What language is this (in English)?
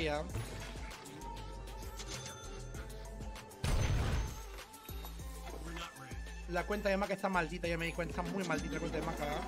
Spanish